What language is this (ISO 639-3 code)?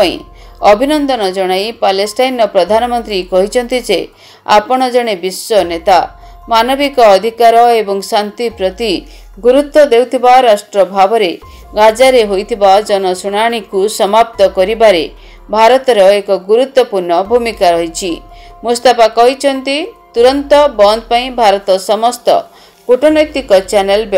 ori